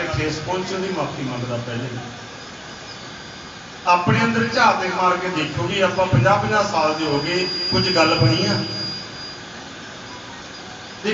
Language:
Punjabi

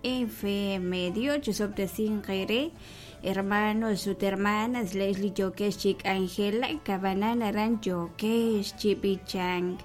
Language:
Kekchí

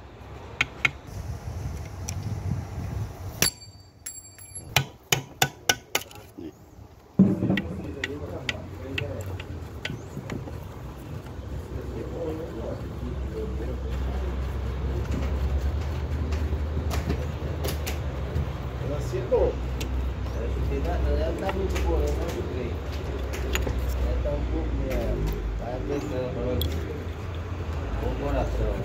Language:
Portuguese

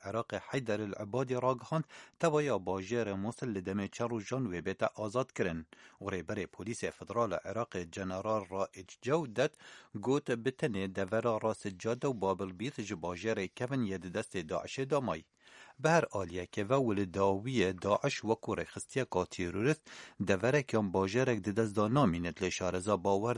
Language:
Kurdish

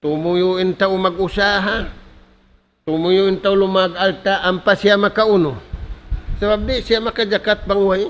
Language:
Tausug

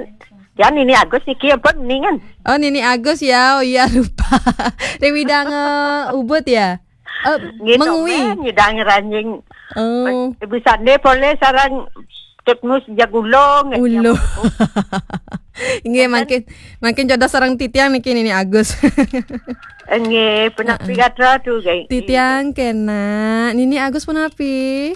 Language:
Balinese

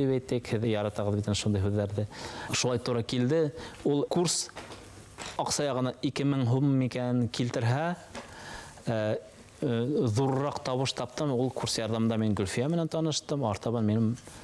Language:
Bashkir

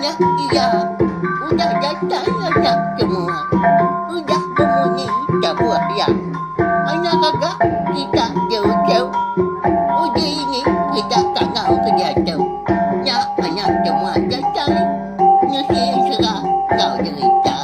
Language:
Iban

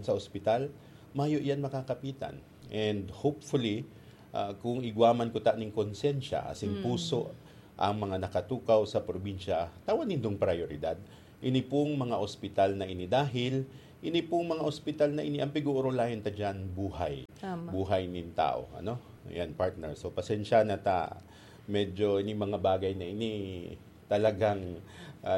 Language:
Bikol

